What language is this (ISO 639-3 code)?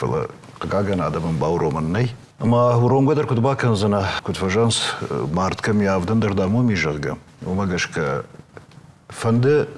oss